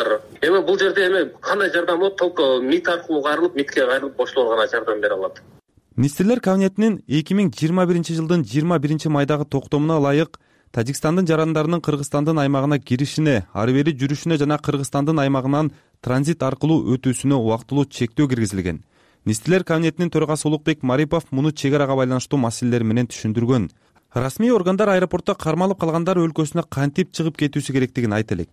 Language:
Kyrgyz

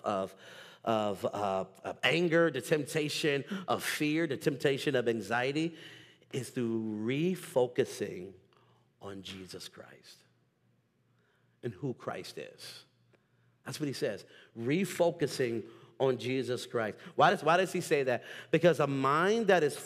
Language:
English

